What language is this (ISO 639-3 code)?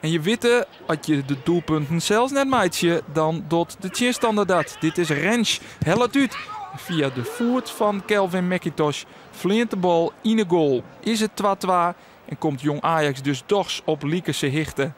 fry